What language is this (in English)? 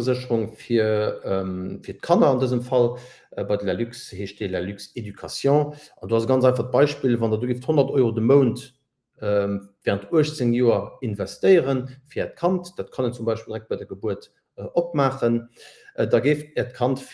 Luxembourgish